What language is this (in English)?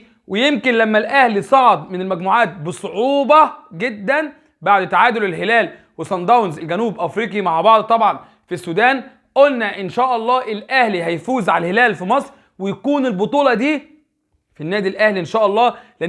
Egyptian Arabic